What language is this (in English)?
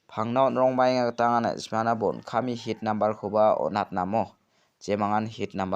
Garo